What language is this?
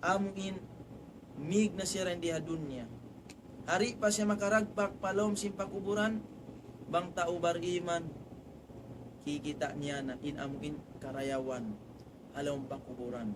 Tausug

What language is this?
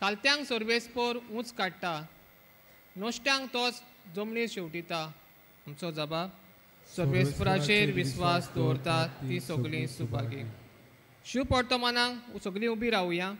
Konkani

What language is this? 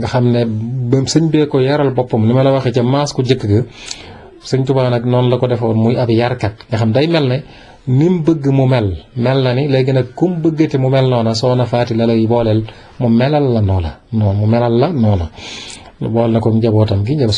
Wolof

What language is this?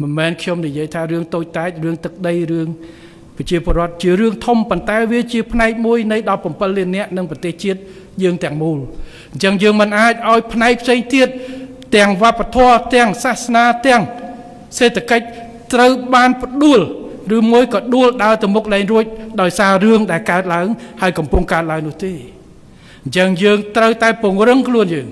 Khmer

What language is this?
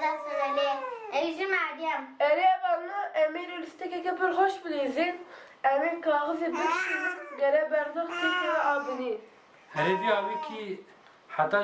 Kurdish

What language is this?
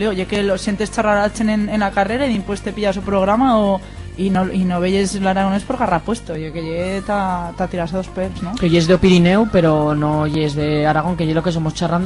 Aragonese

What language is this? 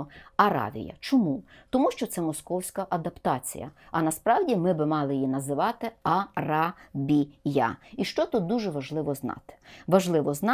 Ukrainian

